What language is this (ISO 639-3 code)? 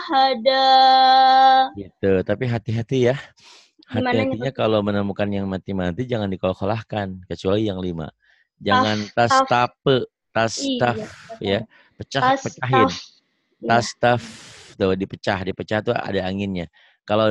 ind